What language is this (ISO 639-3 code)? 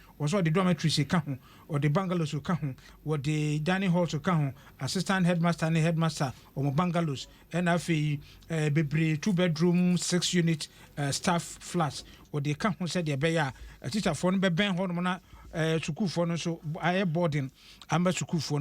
aka